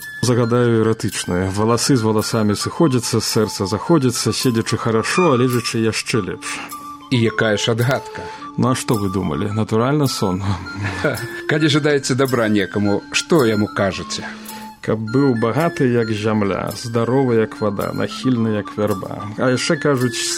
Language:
Belarusian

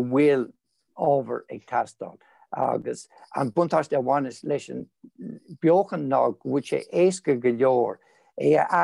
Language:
Irish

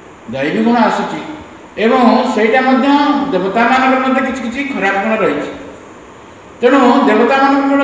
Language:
Odia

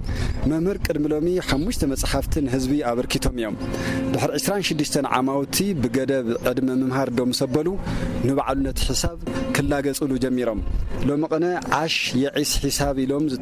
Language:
Tigrinya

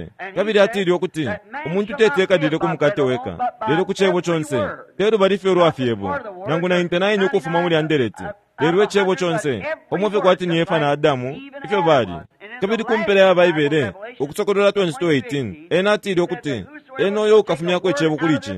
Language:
Bemba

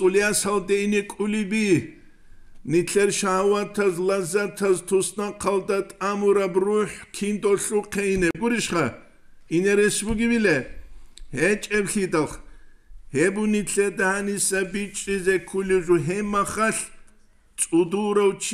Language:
Avaric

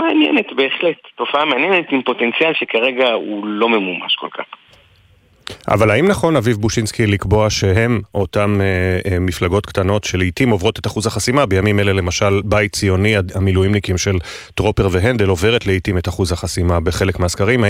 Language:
Hebrew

